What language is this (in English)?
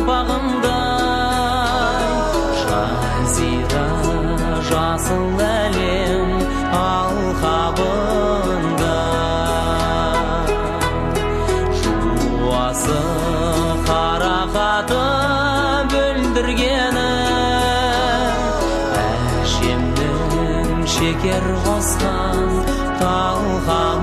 Kazakh